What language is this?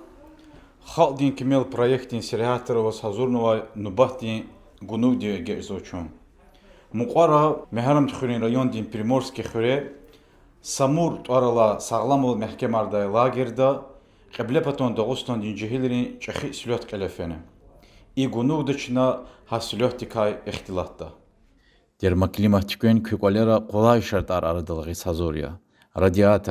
Lezghian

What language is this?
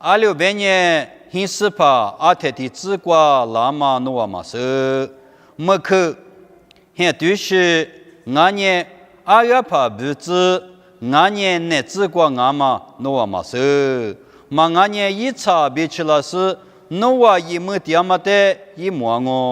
Lisu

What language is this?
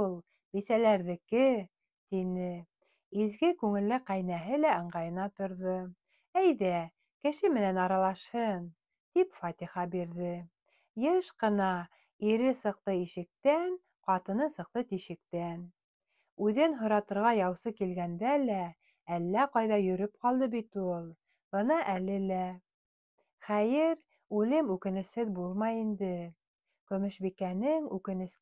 Bashkir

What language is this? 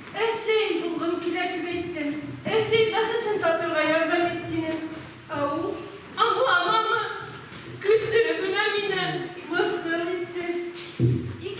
Bashkir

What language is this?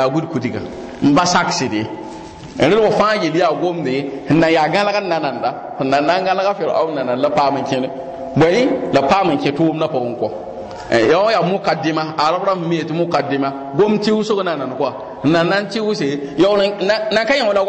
Mossi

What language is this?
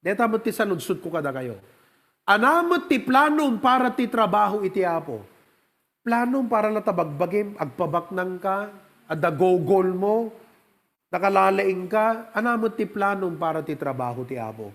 Iloko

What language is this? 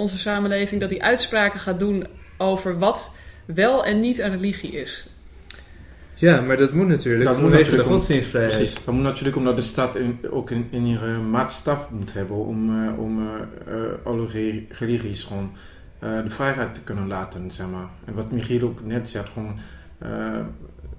Dutch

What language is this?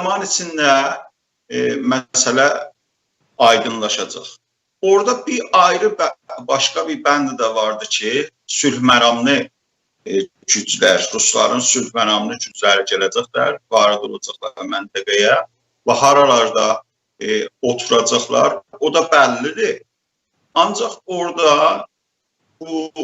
South Azerbaijani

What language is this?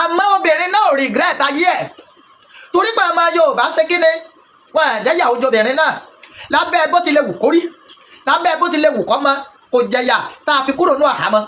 Yoruba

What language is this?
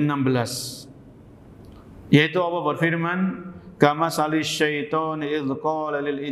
Indonesian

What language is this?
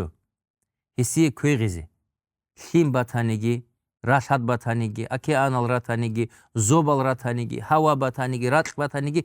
Avaric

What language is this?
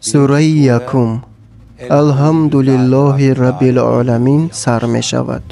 Tajik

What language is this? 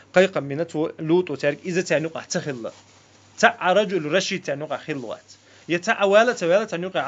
Chechen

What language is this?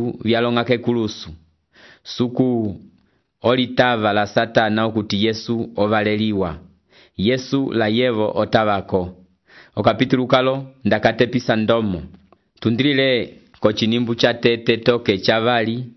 Umbundu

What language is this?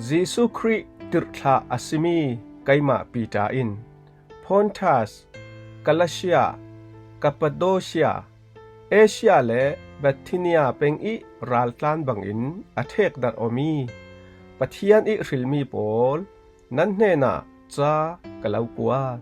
Falam Chin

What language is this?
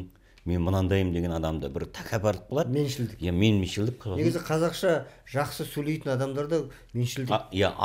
Kazakh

